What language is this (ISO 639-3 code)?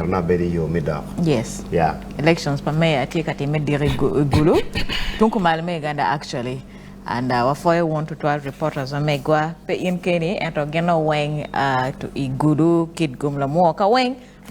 ach